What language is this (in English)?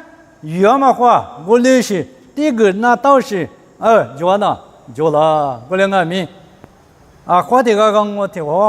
Lisu